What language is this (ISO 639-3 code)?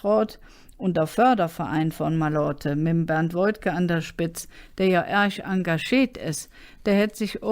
ksh